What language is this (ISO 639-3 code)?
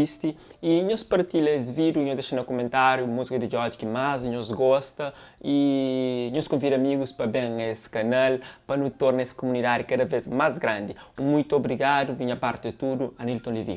kea